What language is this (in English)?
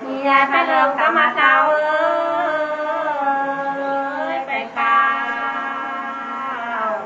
Nung (Viet Nam)